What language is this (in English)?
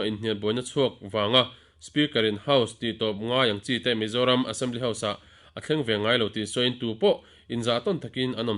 Mizo